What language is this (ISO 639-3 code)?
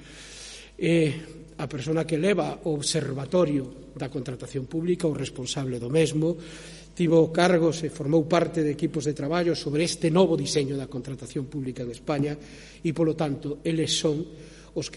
glg